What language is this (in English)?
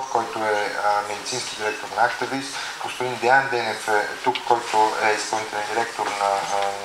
Bulgarian